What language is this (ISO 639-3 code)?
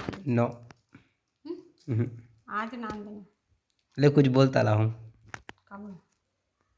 hne